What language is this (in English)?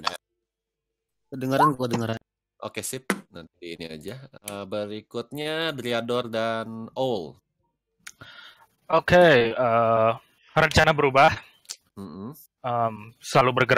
Indonesian